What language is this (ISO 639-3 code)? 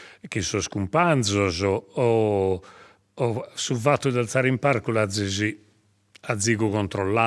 srd